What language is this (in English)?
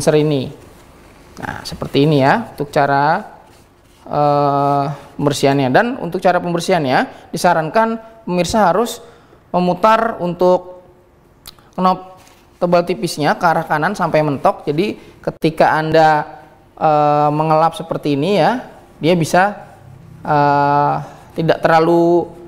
Indonesian